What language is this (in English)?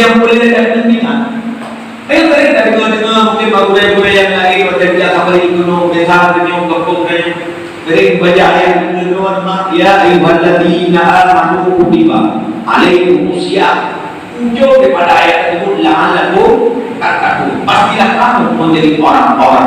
Achinese